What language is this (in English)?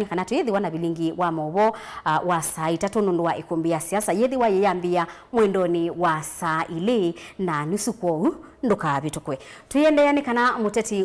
Kamba